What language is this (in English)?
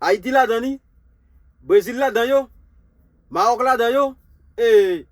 Haitian Creole